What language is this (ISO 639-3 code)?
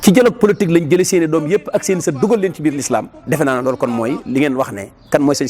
wol